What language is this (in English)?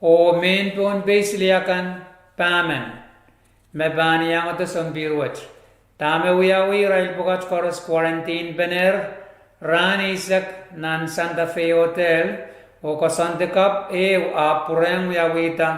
Pohnpeian